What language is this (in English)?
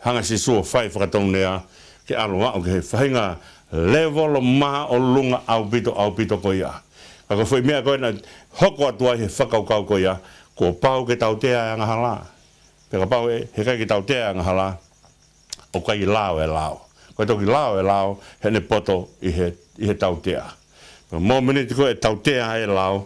Tongan